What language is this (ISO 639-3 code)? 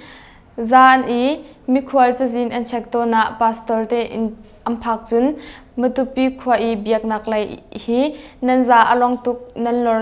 cnh